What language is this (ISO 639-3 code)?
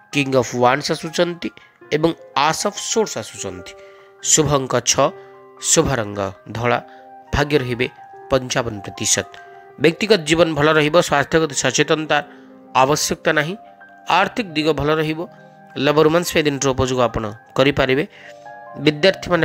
ori